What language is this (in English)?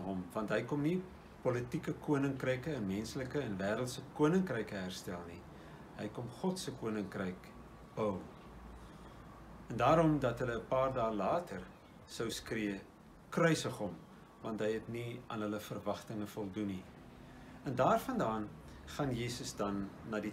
Afrikaans